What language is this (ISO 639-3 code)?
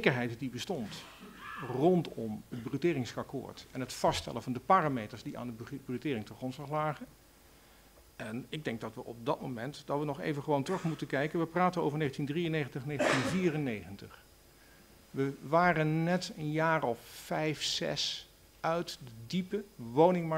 nld